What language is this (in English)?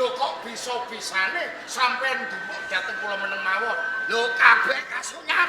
Javanese